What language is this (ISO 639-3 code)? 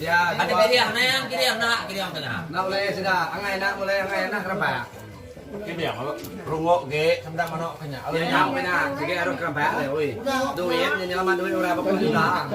iba